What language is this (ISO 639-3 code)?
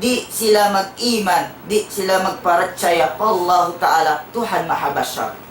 tsg